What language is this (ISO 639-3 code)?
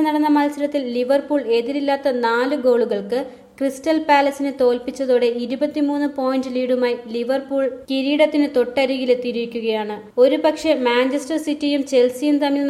mal